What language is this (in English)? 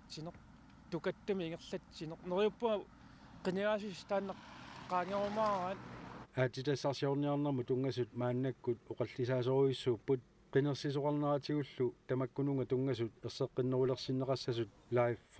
Kalaallisut